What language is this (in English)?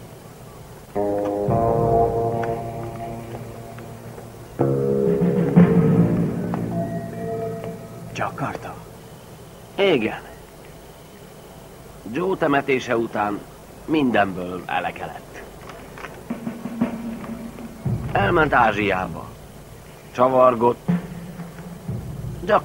Hungarian